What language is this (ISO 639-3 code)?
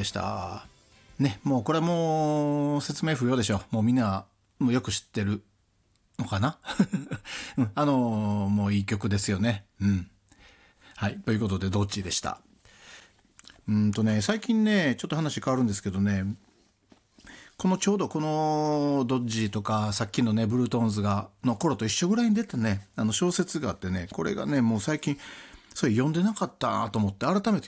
jpn